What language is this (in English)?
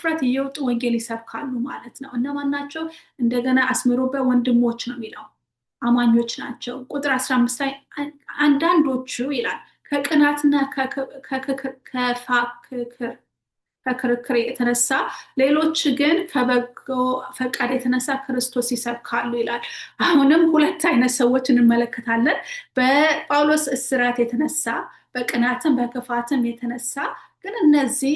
Amharic